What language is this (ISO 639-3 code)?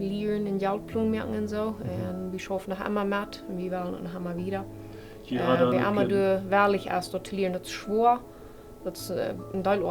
pdt